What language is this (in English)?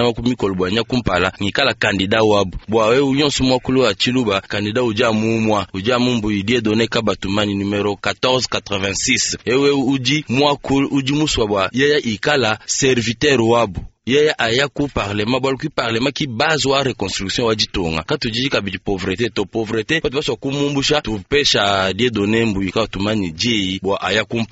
Luba-Lulua